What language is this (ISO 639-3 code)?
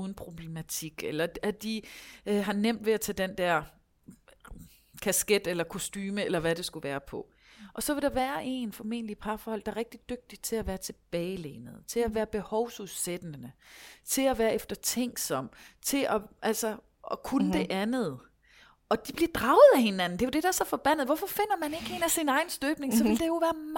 dan